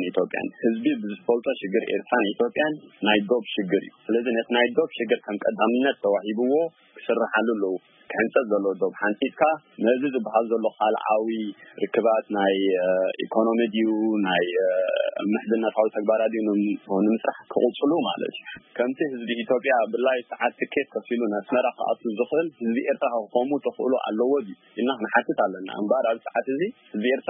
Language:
Tigrinya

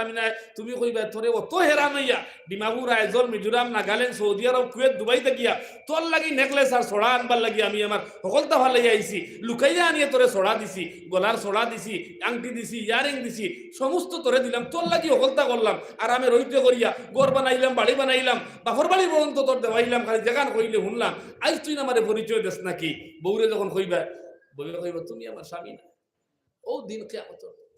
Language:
Sylheti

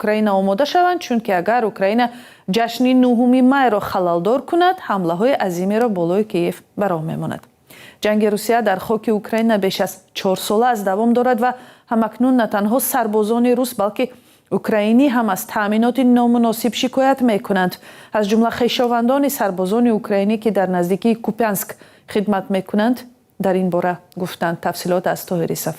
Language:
Tajik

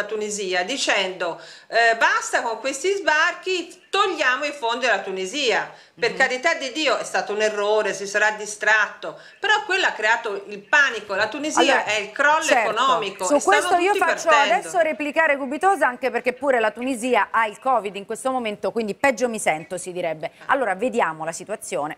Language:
Italian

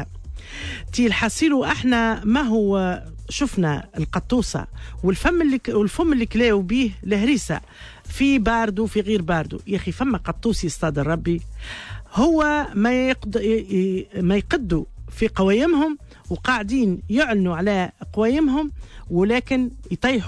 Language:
Tunisian Arabic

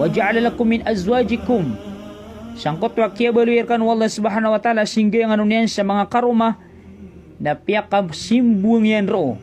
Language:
Maranao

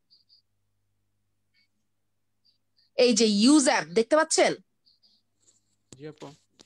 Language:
Bangla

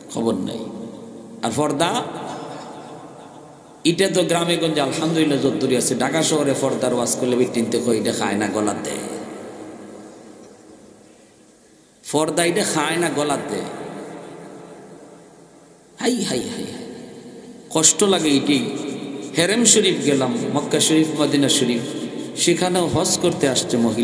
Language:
Bangla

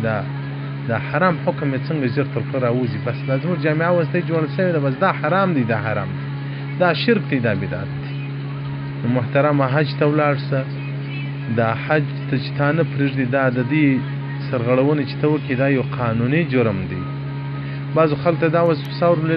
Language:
Pashto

